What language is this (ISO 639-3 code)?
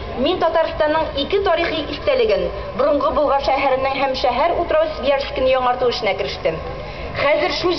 tat